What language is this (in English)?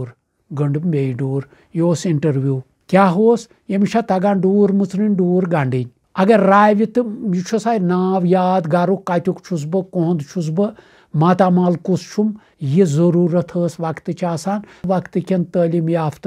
Kashmiri